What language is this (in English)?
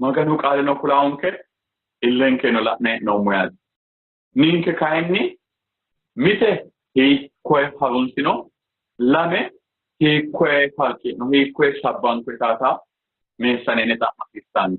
Sidamo